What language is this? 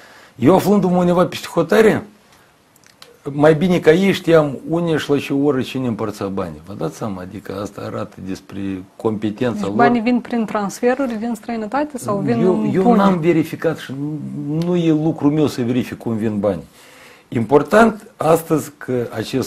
Romanian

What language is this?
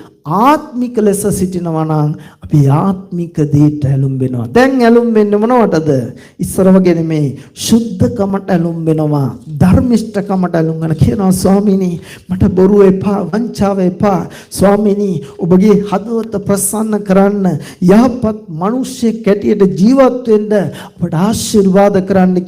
Sinhala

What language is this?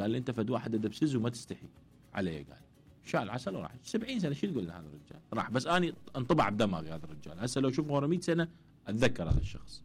Mesopotamian Arabic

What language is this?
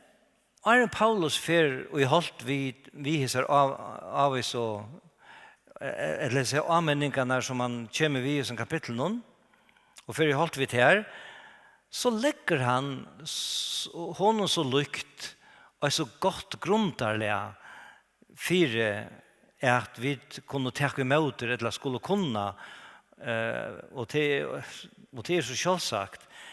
Faroese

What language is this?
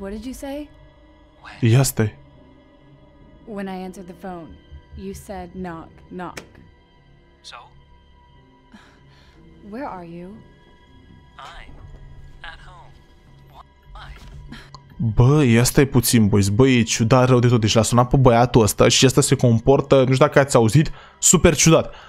Romanian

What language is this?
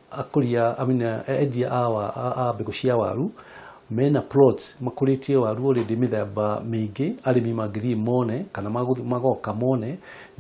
Kikuyu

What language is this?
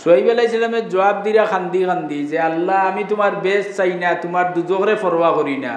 Sylheti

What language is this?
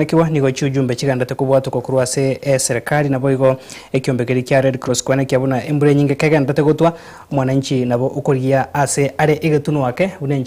Gusii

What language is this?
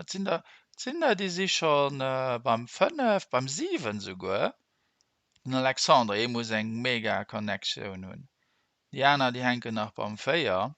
Luxembourgish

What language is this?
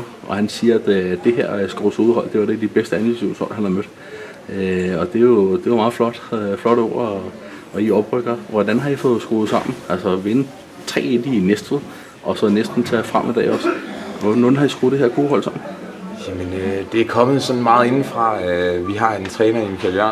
Danish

